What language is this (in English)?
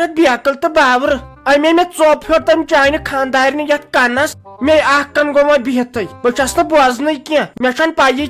Kashmiri